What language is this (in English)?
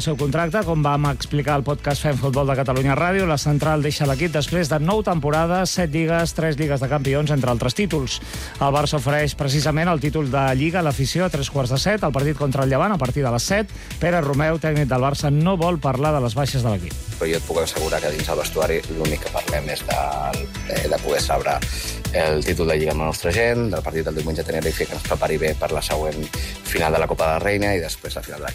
Catalan